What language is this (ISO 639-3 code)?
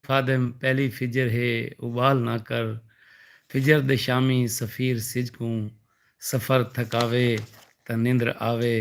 skr